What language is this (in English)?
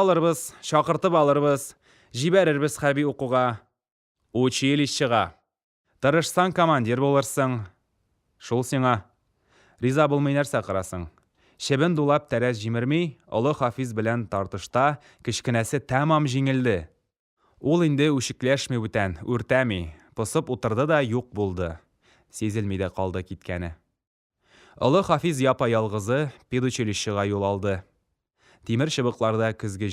Tatar